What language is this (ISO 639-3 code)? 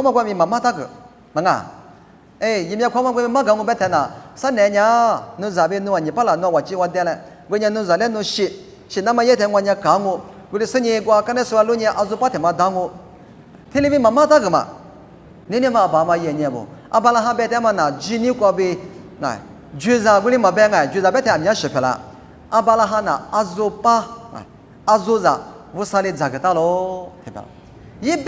lis